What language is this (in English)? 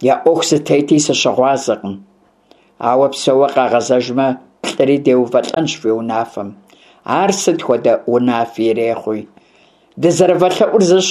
Kabardian